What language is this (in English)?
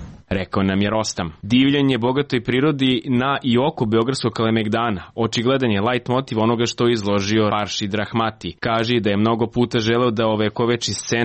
Serbian